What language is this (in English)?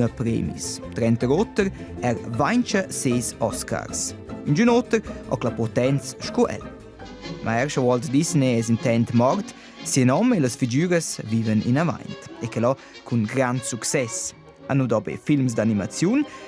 Romansh